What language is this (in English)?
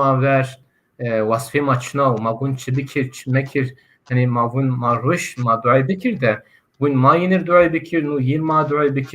Zaza